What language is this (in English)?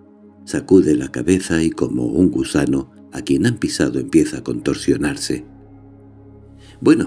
Spanish